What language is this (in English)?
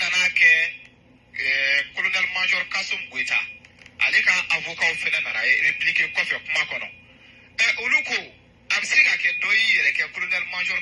Bambara